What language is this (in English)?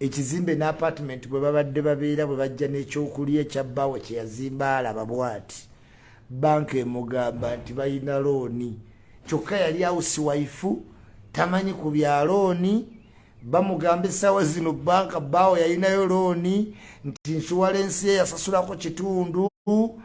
Ganda